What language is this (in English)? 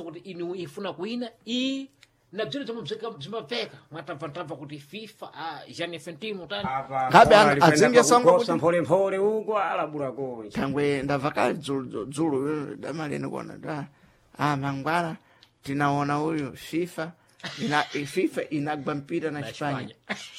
Sena